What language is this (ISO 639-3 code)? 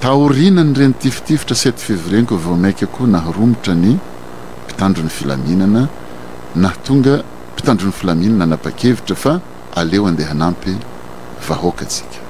mlg